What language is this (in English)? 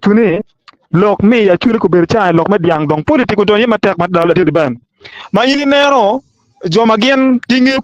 Acoli